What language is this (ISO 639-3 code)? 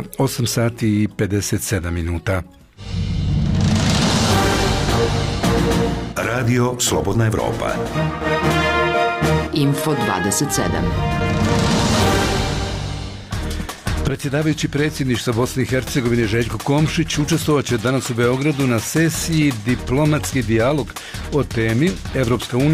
bos